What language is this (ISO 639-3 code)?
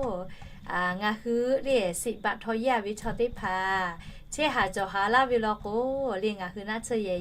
lhu